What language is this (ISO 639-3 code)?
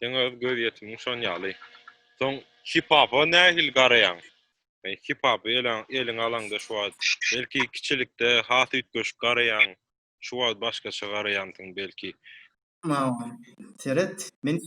tuk